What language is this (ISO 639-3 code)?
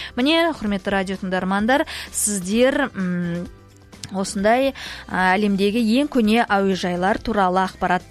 kaz